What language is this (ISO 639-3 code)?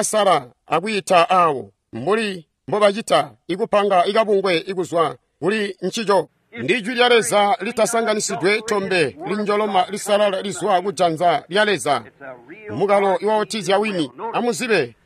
toi